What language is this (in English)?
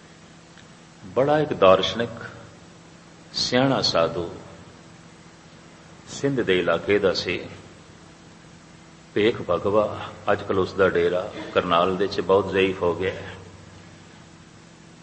Punjabi